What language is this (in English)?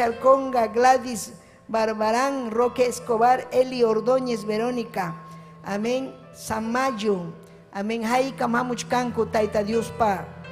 Ayacucho Quechua